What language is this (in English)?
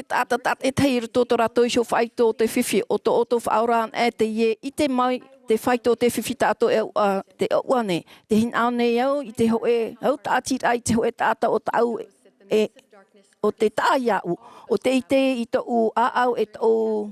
Tahitian